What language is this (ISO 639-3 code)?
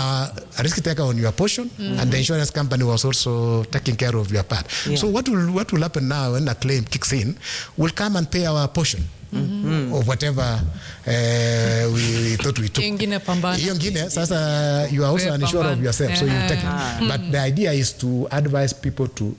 swa